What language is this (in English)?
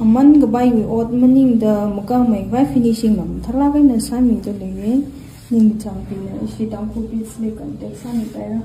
Tangkhul Naga (India)